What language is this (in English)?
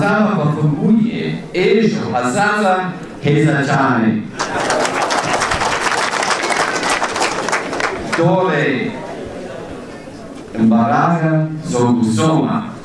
Kinyarwanda